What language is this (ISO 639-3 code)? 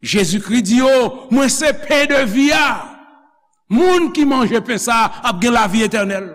hat